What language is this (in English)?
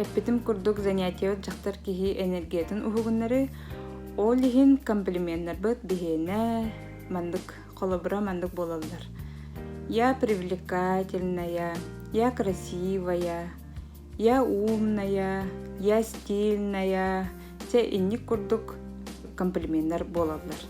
Yakut